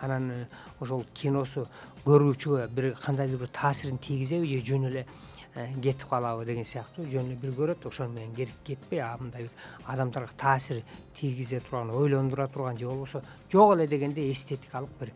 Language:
Kyrgyz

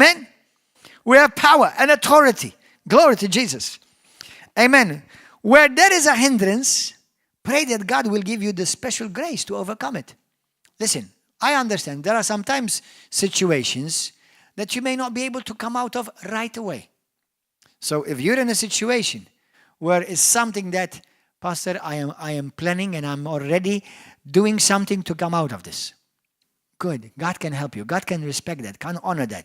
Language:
English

